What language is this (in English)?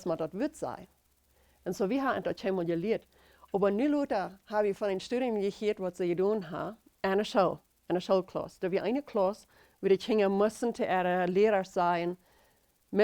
Plautdietsch